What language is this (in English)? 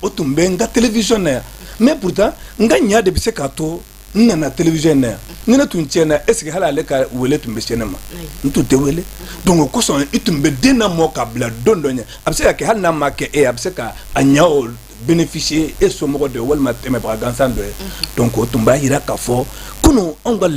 Bambara